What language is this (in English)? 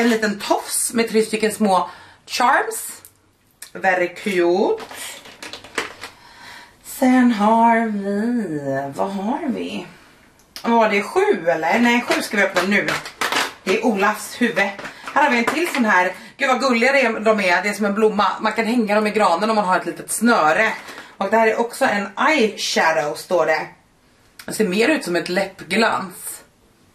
Swedish